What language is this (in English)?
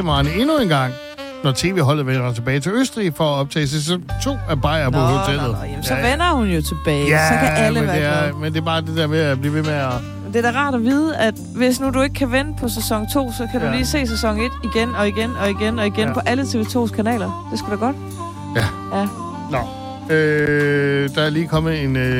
Danish